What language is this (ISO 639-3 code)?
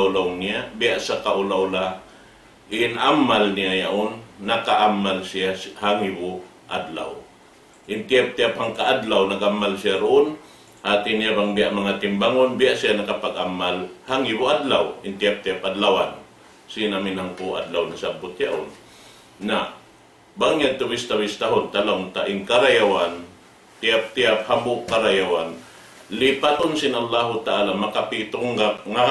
tsg